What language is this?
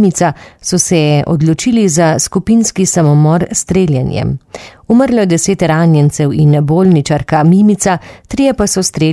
Slovenian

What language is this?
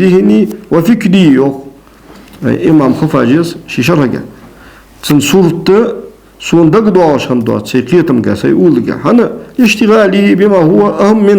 Ingush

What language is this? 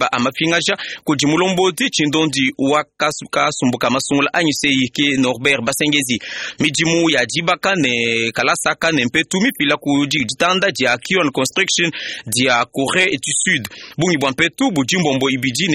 Luba-Lulua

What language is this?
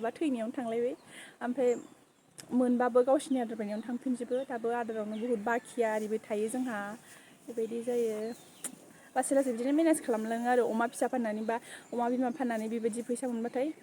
Bodo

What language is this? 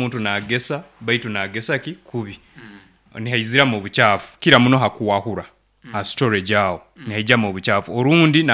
Nyoro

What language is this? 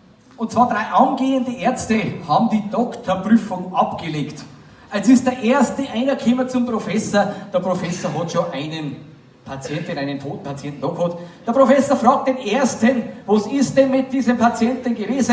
Bavarian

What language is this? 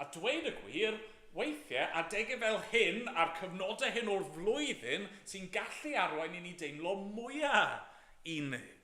Welsh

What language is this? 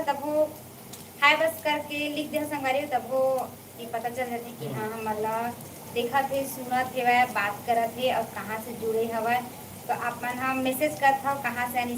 Chhattisgarhi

